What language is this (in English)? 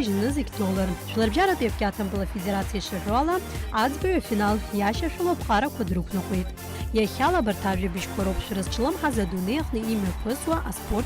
Abkhazian